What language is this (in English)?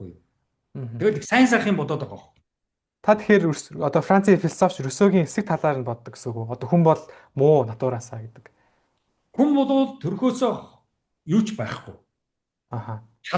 Mongolian